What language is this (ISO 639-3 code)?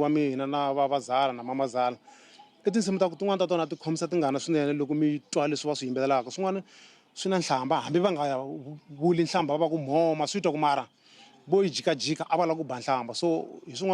tso